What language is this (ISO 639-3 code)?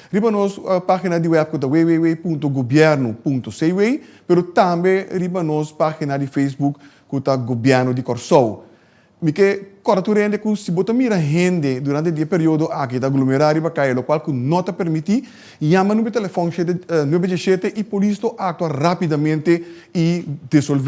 pap